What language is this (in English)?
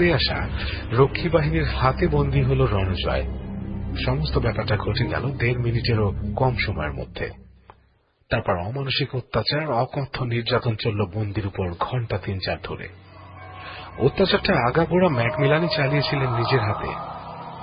Bangla